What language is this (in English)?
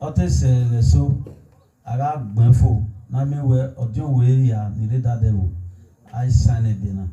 Bini